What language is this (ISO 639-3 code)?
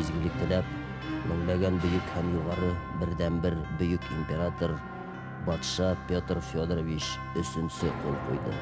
bak